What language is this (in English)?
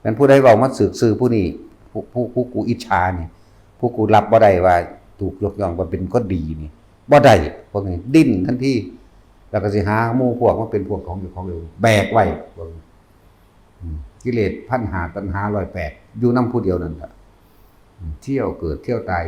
Northeastern Thai